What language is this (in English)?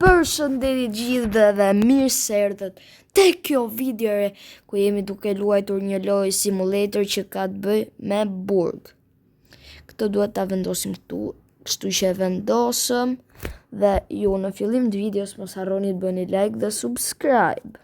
Albanian